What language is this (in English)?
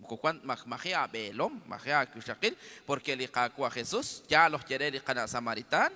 Kekchí